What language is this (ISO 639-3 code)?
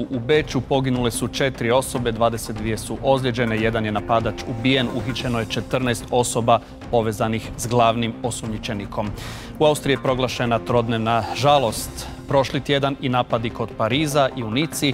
hrv